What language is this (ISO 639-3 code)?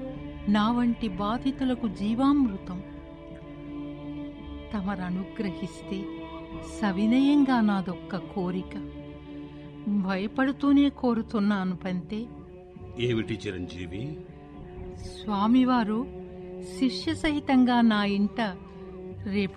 tel